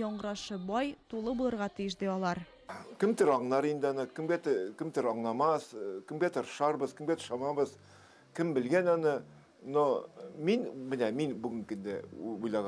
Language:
Tatar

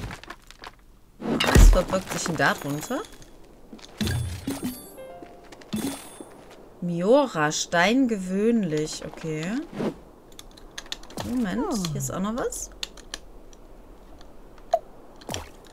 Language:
German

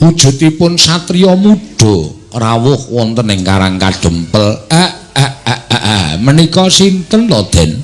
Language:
Javanese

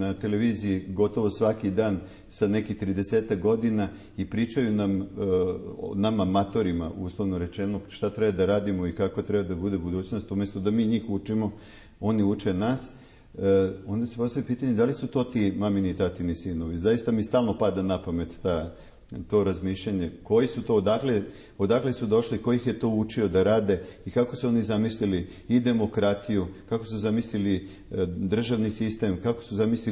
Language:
Serbian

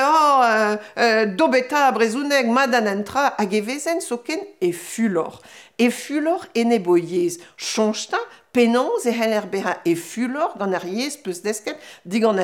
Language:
Breton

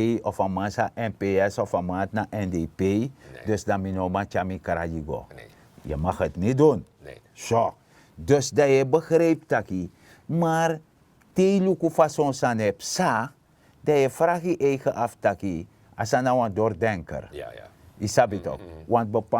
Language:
Sranan Tongo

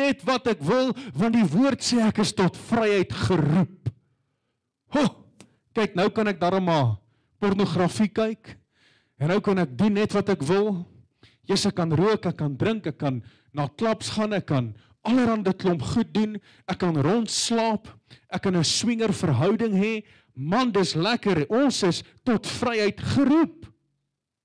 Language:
Afrikaans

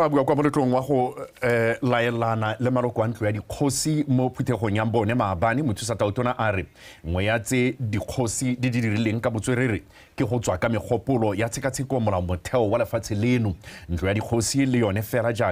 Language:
Tswana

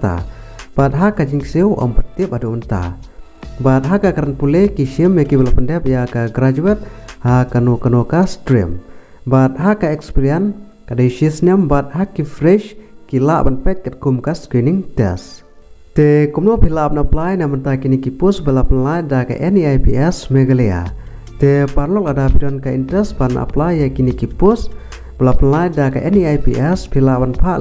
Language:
Khasi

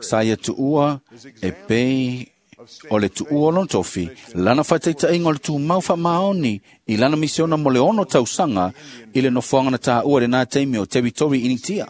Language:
Samoan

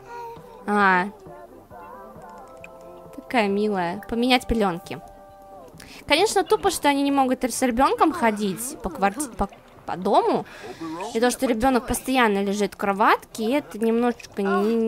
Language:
Russian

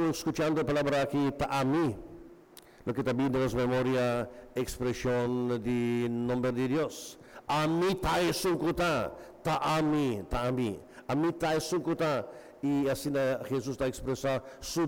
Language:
Papiamento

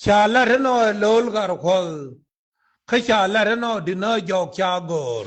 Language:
Nuer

